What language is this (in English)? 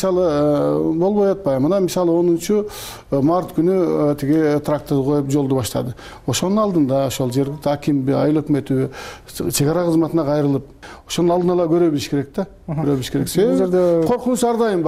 Kyrgyz